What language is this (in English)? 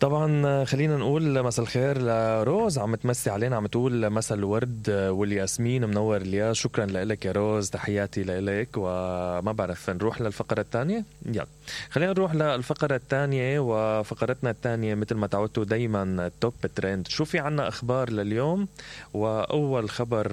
Mesopotamian Arabic